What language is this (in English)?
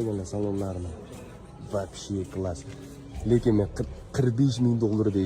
Uzbek